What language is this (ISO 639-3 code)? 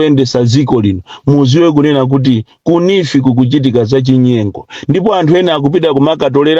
nya